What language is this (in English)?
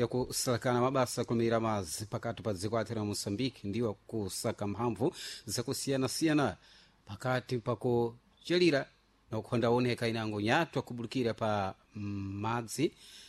Sena